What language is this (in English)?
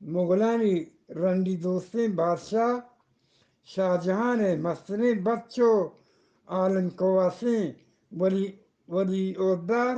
Eastern Balochi